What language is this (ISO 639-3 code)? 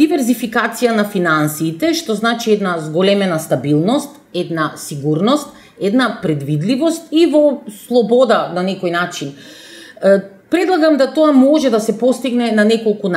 mkd